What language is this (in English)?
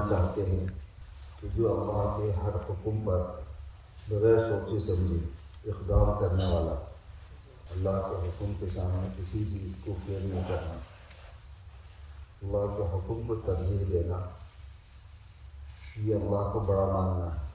Urdu